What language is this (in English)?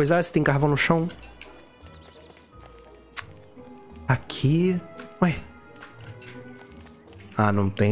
Portuguese